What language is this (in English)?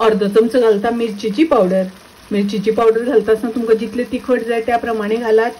Konkani